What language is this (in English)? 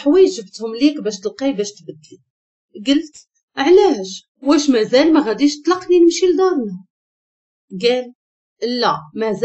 Moroccan Arabic